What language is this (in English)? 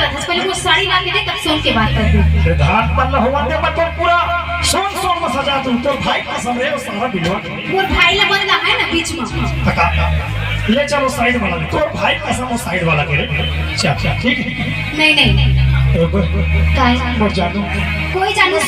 Chhattisgarhi